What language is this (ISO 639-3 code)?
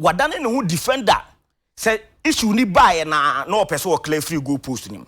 aka